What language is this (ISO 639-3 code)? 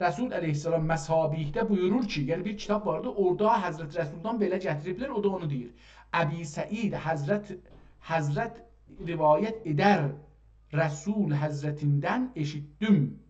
azb